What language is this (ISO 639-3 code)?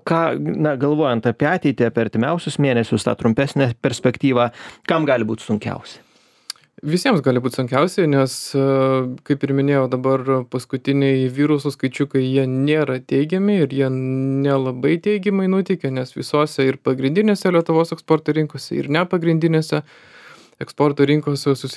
lit